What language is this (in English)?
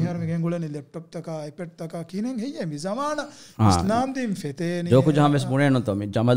Divehi